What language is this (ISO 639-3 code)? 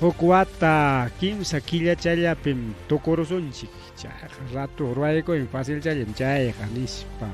quy